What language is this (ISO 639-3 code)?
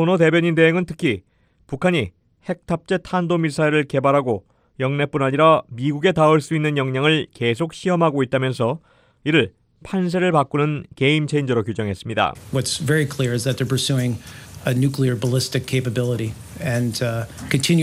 kor